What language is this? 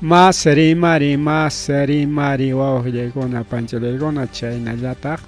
Ayacucho Quechua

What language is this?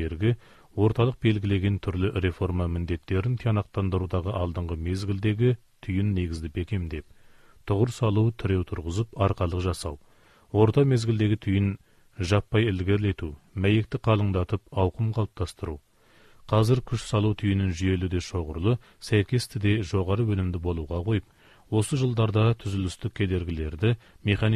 Kazakh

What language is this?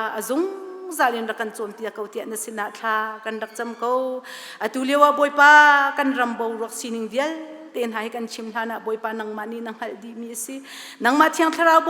Hakha Chin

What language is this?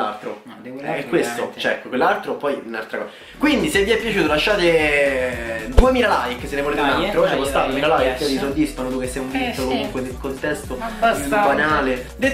Italian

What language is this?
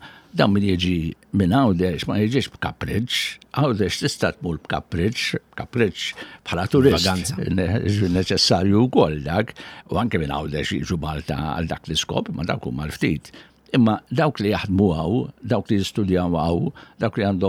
Maltese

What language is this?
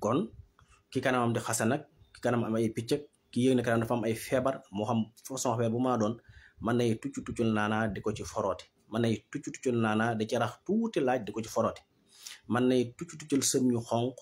Wolof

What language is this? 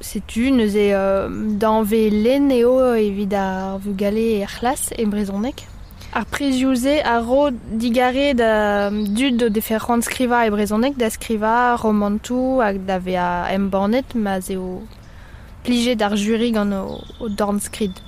Breton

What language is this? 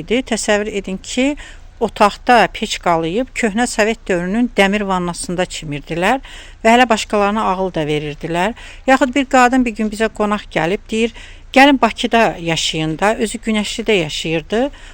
Azerbaijani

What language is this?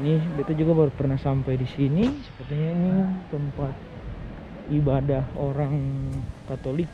Ambonese Malay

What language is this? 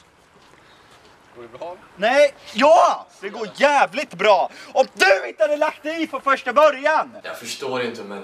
Swedish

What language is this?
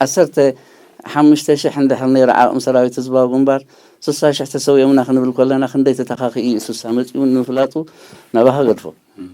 Tigrinya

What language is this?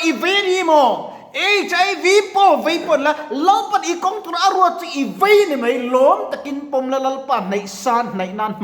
Mizo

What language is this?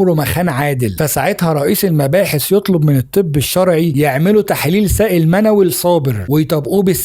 Egyptian Arabic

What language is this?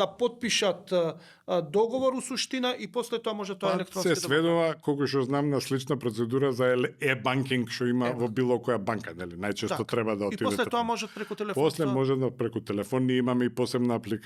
Macedonian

